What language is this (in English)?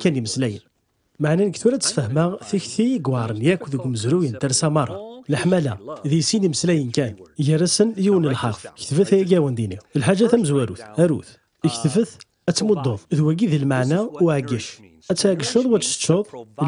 Kabyle